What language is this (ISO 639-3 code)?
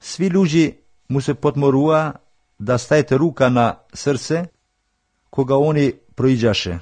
mkd